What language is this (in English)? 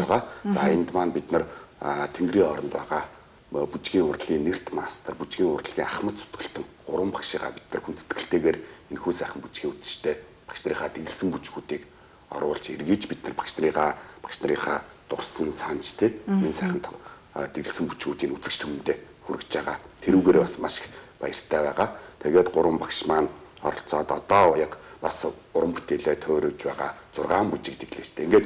Mongolian